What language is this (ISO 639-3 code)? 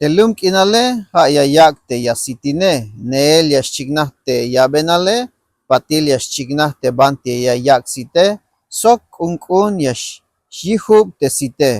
tzh